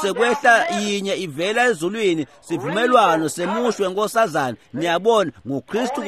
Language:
Swati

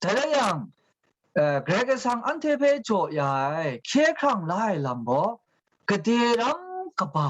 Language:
Kachin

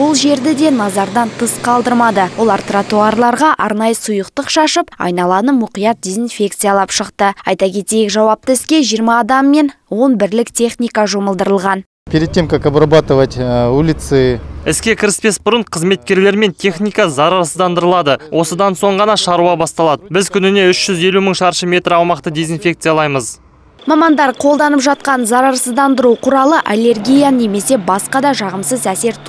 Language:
Kazakh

